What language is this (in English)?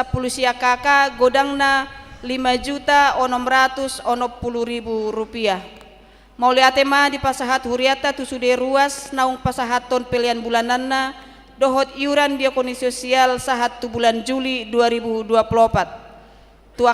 Batak Toba